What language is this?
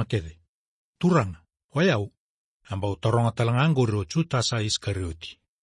Fijian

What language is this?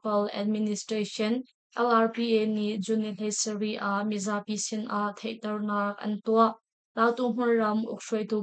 Hakha Chin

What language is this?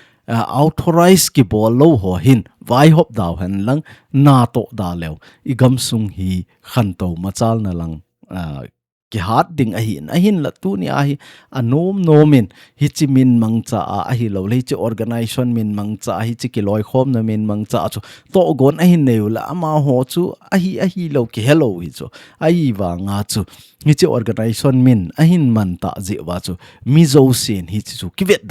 Thado Chin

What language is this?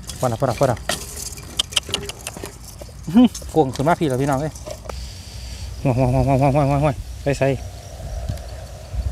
Thai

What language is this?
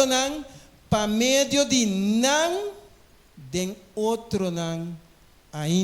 Papiamento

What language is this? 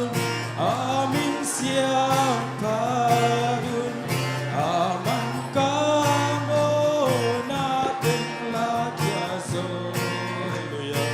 Tedim Chin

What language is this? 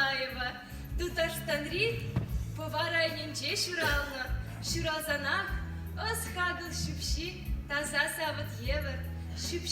Chuvash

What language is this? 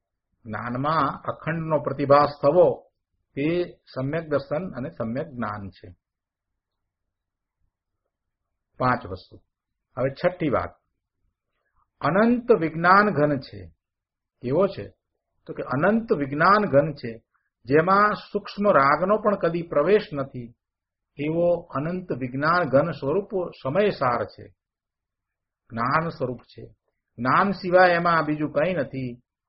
Gujarati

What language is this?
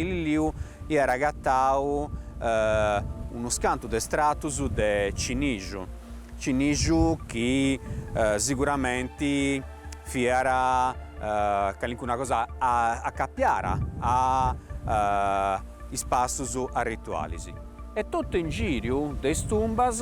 Sardinian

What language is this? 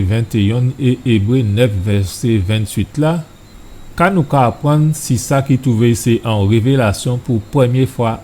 Guadeloupean Creole French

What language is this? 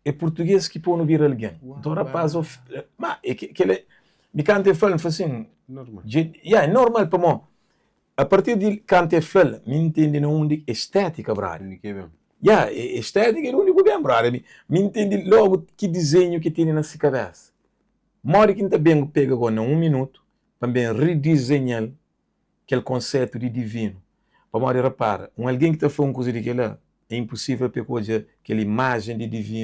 Kabuverdianu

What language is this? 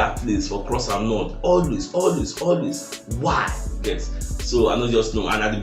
Nigerian Pidgin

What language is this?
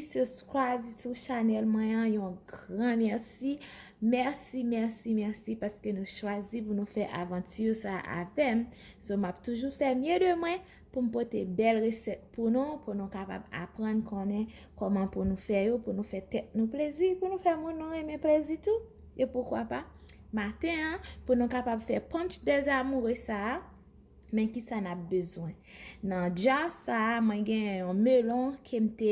Haitian Creole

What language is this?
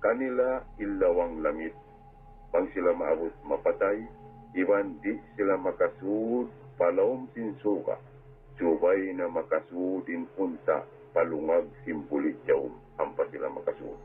Tausug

